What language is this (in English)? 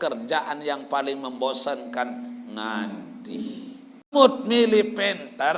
Sasak